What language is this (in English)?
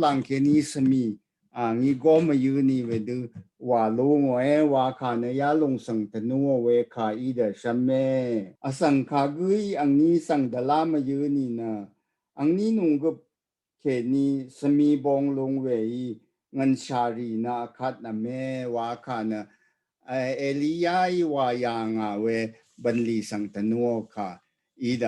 Rawang